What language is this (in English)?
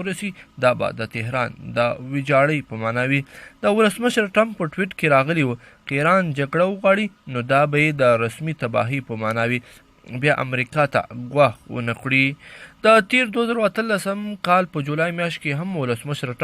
Pashto